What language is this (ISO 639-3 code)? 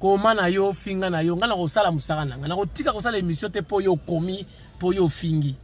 lin